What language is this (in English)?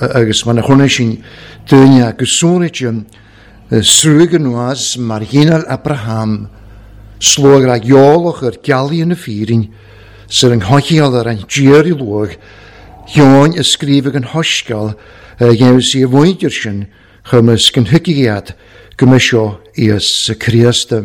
Welsh